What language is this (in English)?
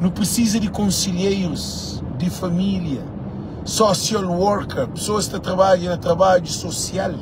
Kabuverdianu